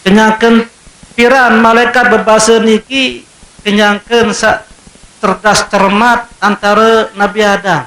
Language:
Sasak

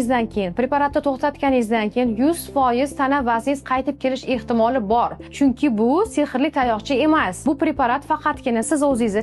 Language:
Uzbek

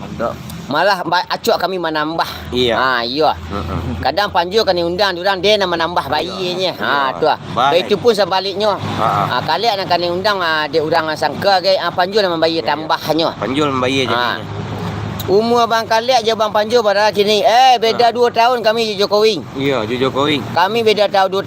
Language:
Minangkabau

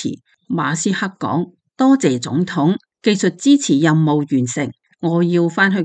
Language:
Cantonese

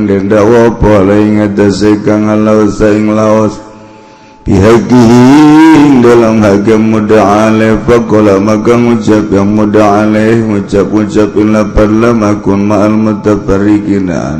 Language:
Sundanese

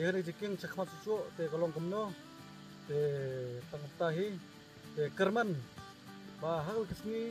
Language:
Khasi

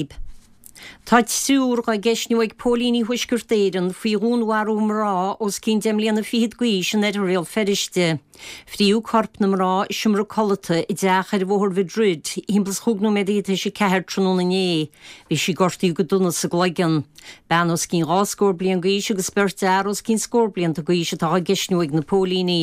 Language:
Irish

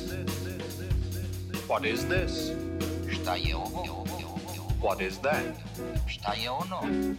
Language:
Serbian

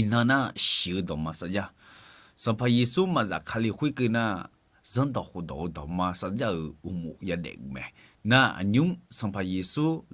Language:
Akha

